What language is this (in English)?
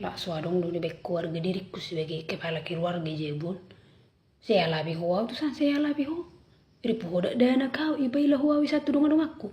Batak Toba